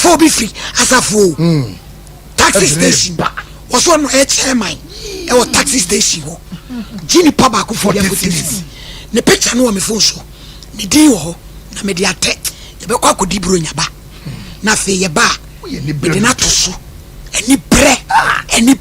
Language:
Akan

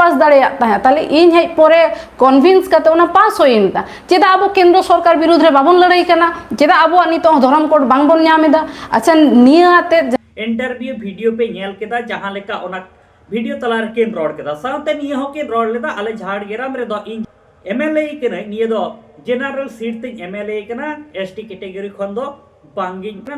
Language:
Santali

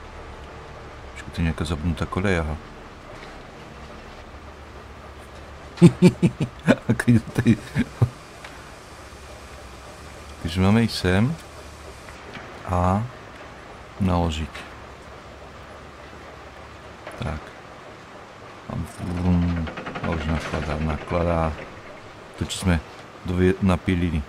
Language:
Slovak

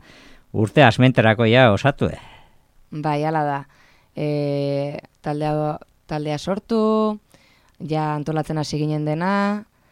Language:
Basque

